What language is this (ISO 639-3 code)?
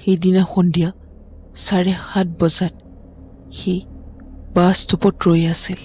asm